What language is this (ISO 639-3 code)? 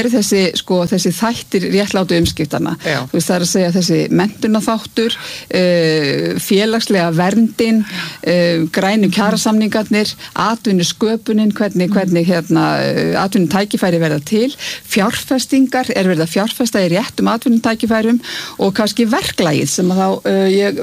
isl